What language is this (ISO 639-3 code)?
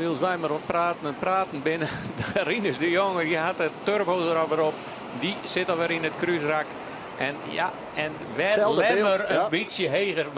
fry